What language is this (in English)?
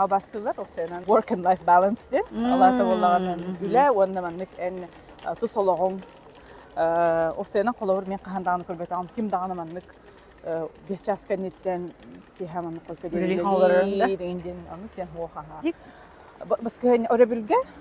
Yakut